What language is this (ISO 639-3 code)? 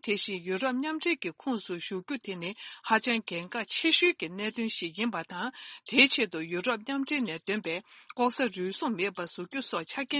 bod